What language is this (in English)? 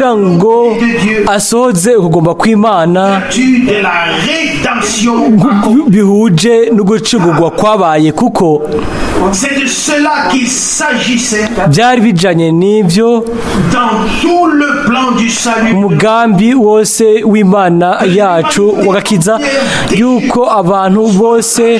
Rundi